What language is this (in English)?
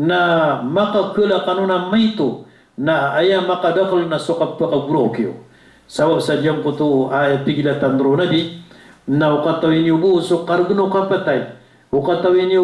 Maranao